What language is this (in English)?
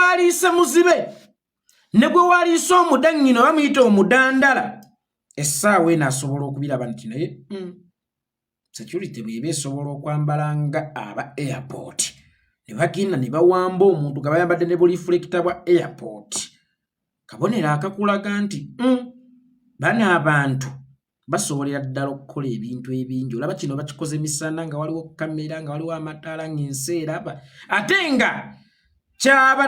Ganda